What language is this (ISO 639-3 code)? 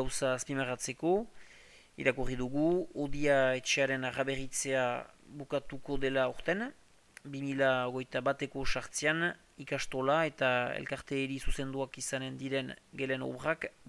eus